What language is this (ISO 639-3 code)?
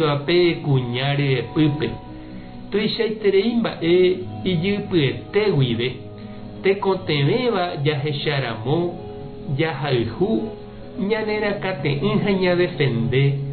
grn